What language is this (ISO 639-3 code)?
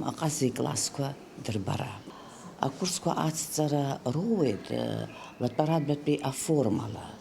abk